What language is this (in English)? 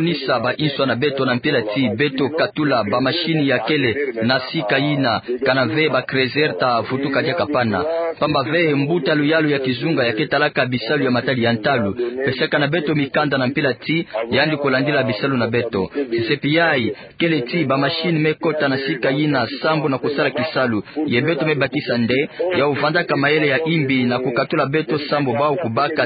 Kituba (Democratic Republic of Congo)